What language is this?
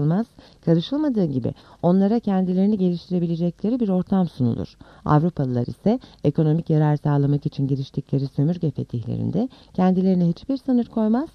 Turkish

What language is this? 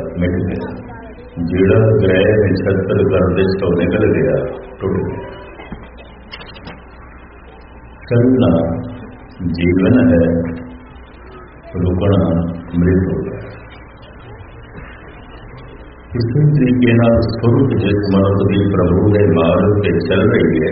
Punjabi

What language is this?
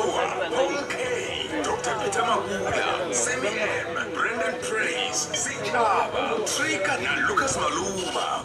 Venda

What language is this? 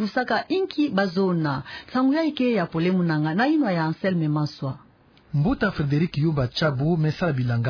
Kituba (Democratic Republic of Congo)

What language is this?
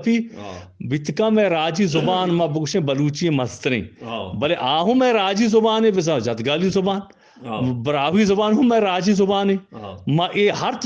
Eastern Balochi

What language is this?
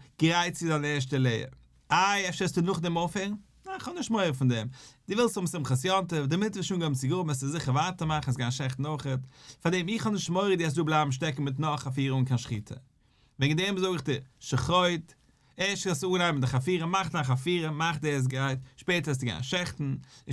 Yiddish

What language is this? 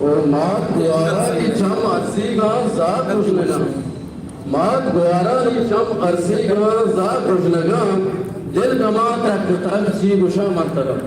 Eastern Balochi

